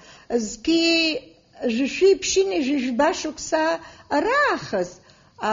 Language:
Abkhazian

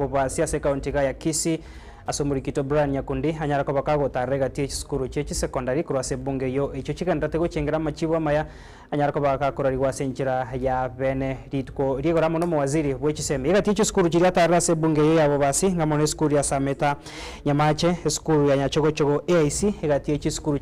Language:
Gusii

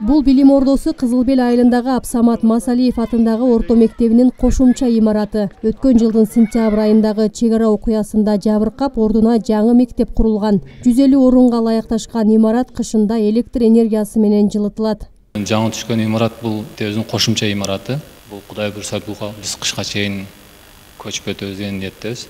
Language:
Kyrgyz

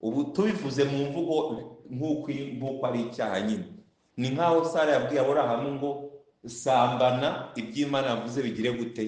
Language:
Kinyarwanda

